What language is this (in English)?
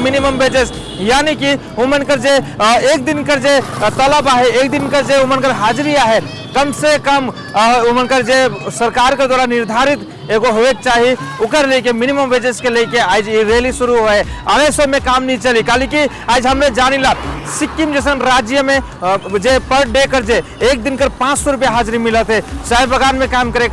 Sadri